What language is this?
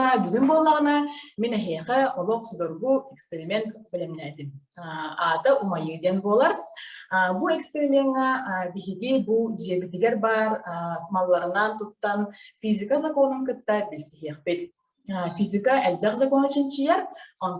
Yakut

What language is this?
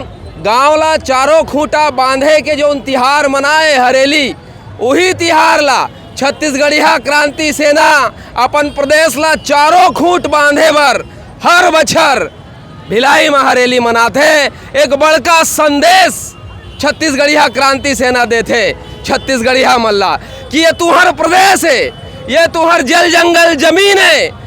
Chhattisgarhi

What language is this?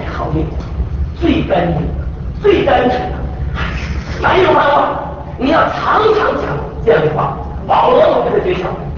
Chinese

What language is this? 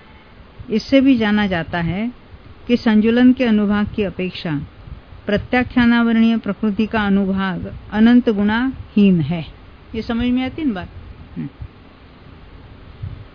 Hindi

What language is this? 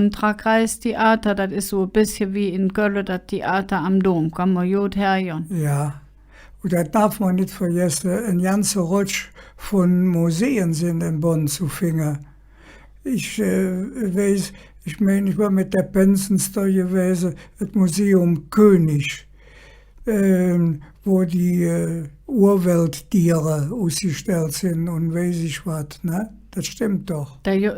Colognian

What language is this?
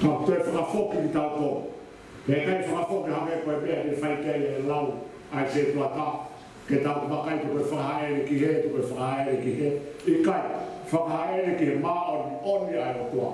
Tongan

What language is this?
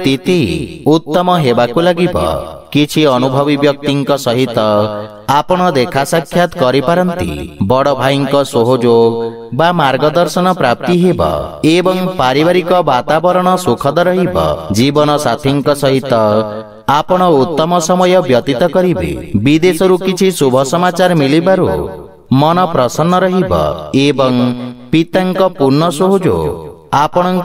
Odia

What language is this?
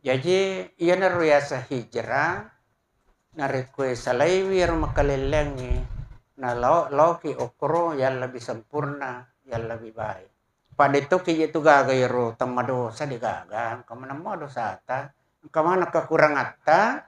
Buginese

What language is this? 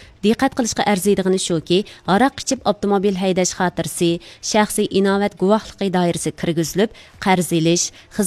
Uyghur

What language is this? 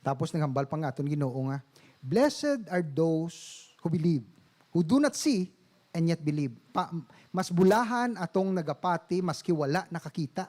Hiligaynon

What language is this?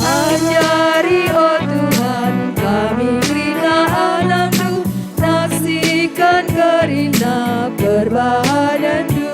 Batak Karo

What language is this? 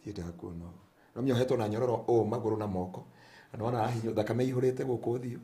Kikuyu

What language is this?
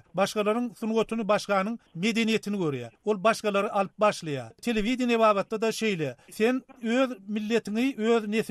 Turkmen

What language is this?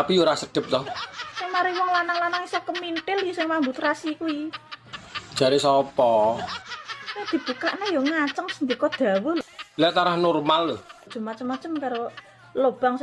Javanese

